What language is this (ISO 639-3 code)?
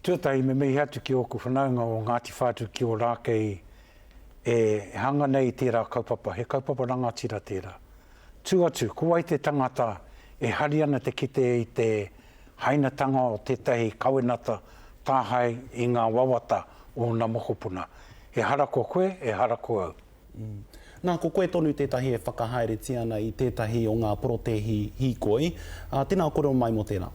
mri